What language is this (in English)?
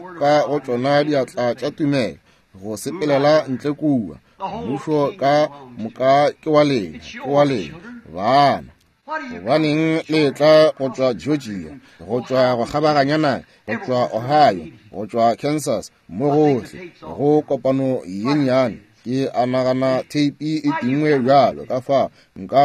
Northern Sotho